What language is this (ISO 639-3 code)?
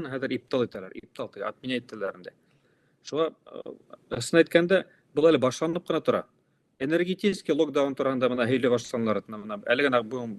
bak